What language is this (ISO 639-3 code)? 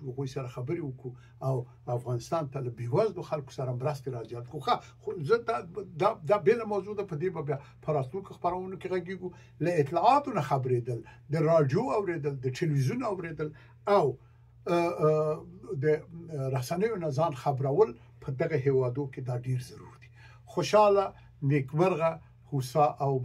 pus